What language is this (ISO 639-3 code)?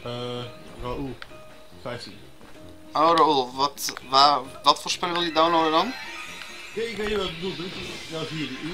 nld